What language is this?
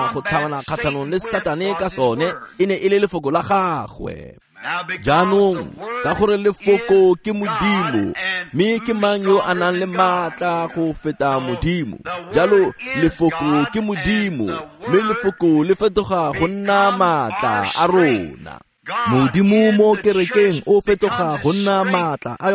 Tswana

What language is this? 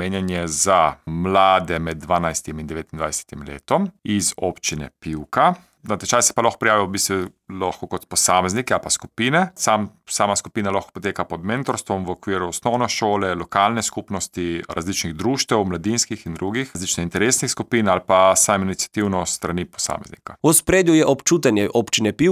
Slovenian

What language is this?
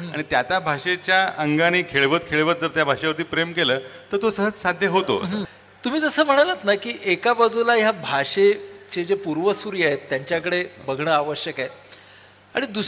Marathi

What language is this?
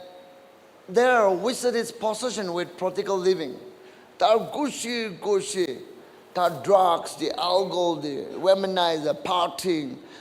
Naga Pidgin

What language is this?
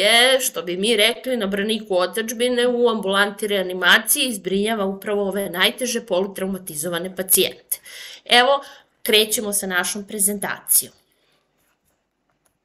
Serbian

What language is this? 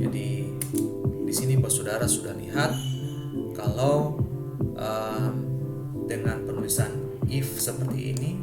Ambonese Malay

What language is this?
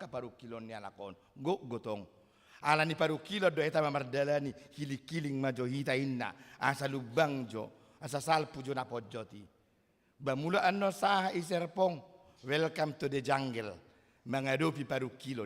Batak Toba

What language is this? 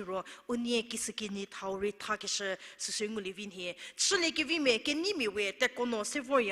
Angami Naga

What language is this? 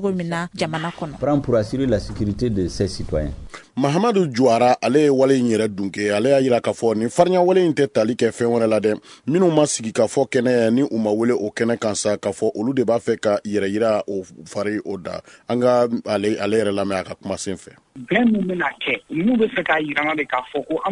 Bambara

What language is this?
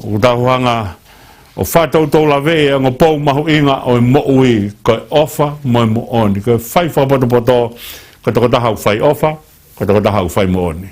Tongan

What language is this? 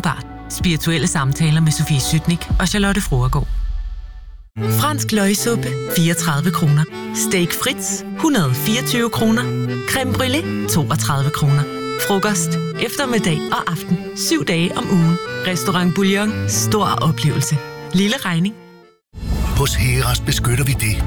Danish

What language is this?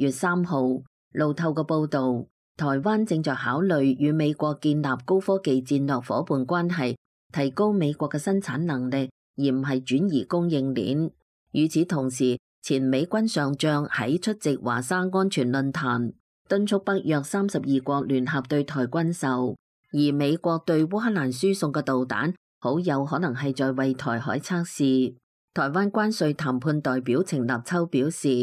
Cantonese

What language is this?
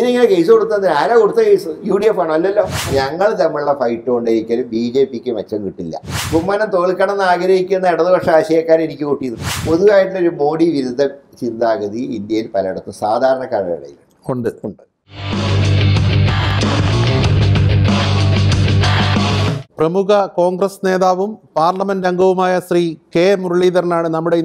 Malayalam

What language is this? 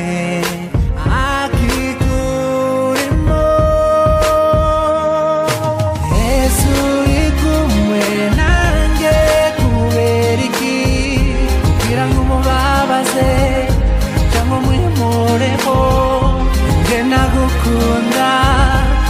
Kinyarwanda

